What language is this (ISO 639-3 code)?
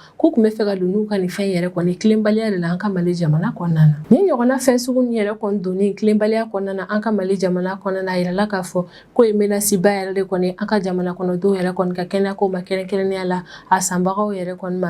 bam